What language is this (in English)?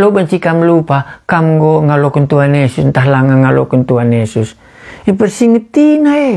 Batak Karo